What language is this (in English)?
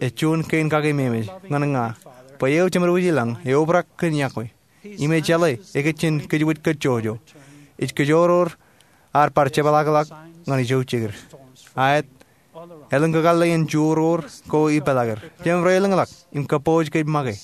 Marshallese